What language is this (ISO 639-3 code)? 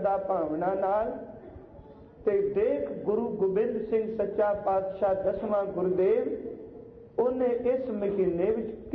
pan